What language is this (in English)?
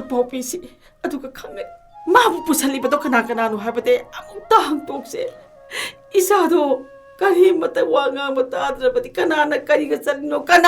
Manipuri